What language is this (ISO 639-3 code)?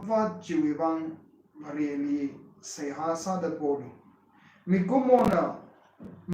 nmf